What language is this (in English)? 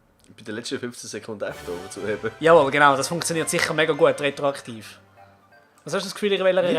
Swiss German